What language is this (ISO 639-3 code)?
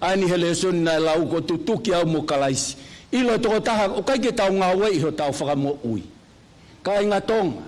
ton